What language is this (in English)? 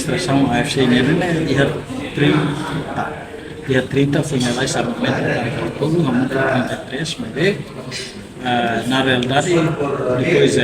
Tetum